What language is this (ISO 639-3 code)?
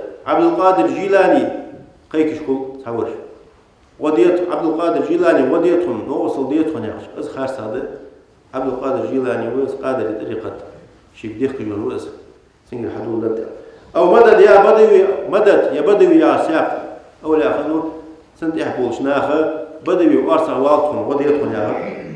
inh